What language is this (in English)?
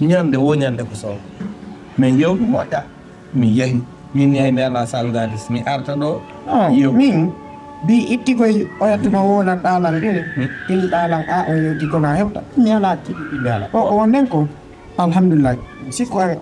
Fula